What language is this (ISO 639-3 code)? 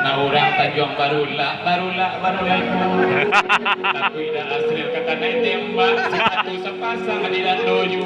min